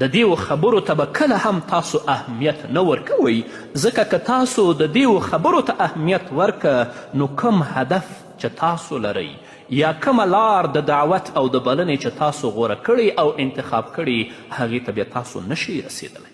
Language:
Pashto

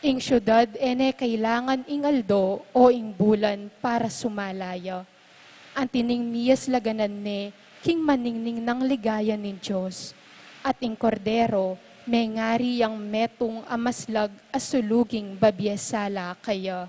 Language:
Pampanga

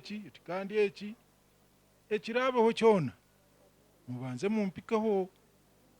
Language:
Nyankole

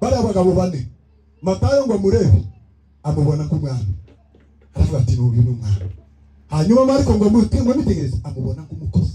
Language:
Kinyarwanda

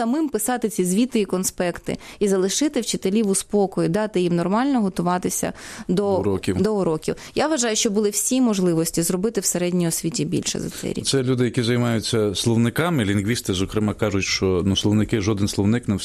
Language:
Ukrainian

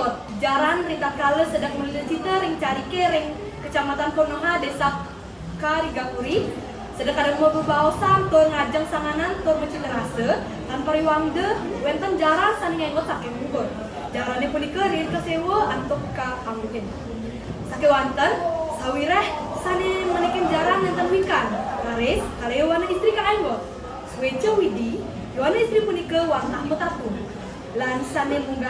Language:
Balinese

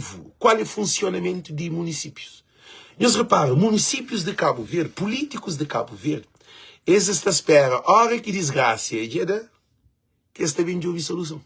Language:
Kabuverdianu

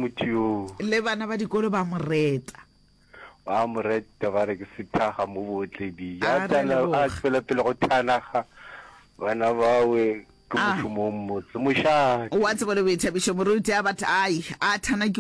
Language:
Northern Sotho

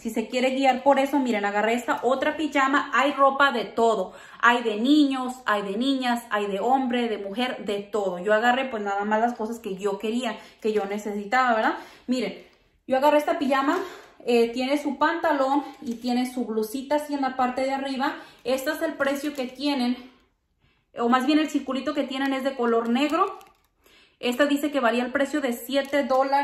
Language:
Spanish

